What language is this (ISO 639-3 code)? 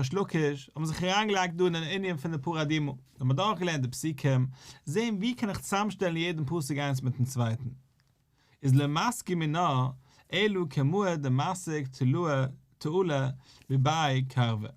yid